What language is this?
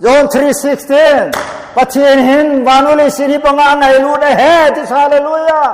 Thado Chin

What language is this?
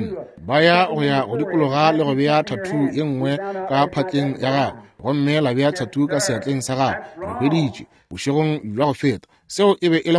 Northern Sotho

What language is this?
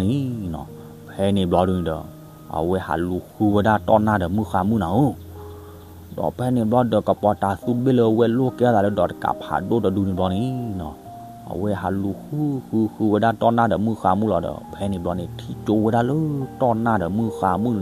S'gaw Karen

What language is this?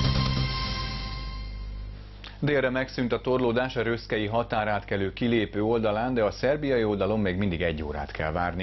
Hungarian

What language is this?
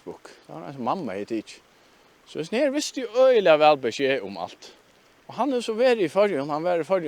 Faroese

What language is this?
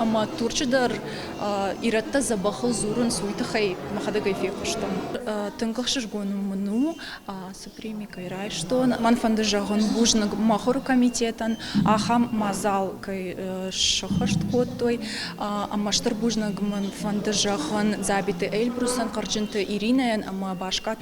Ossetic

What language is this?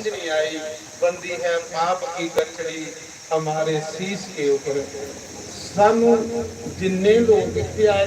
Dogri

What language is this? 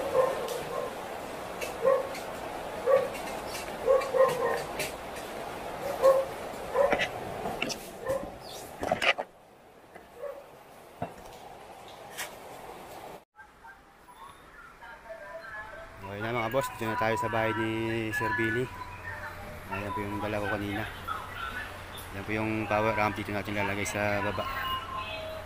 Filipino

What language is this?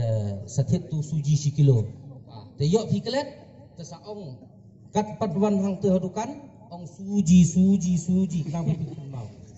Khasi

